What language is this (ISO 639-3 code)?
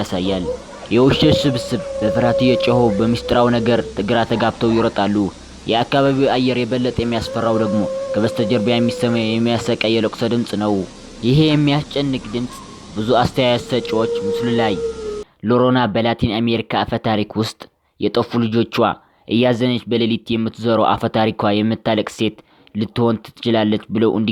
amh